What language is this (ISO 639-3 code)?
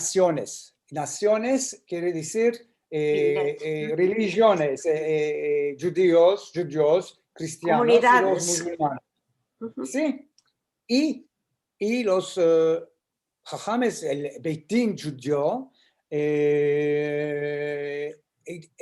lad